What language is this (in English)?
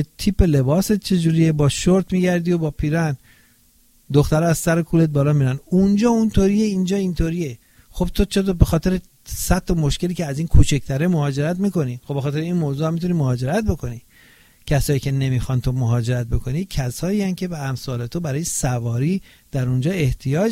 Persian